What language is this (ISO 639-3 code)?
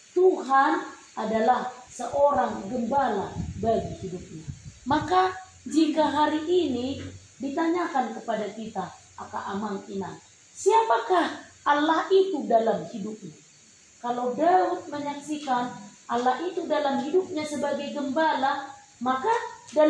bbc